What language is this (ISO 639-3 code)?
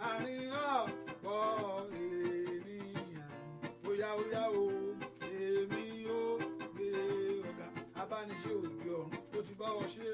yor